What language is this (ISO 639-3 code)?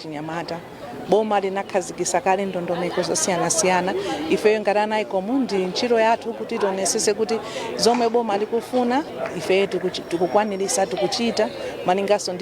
nya